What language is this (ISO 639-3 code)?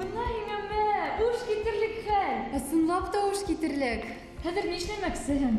bak